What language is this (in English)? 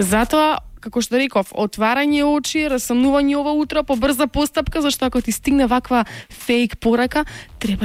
Macedonian